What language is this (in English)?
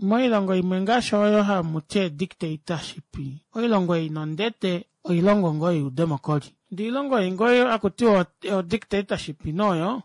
Kuanyama